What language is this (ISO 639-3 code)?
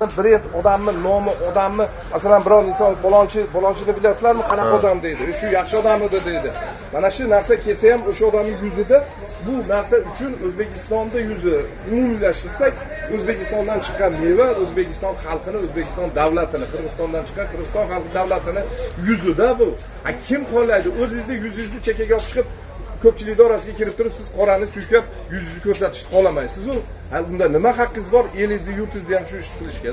uzb